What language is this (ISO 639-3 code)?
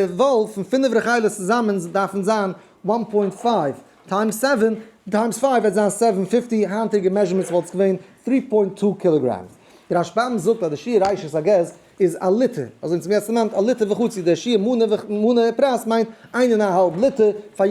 yid